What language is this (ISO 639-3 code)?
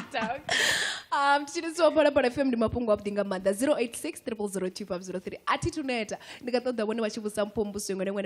ven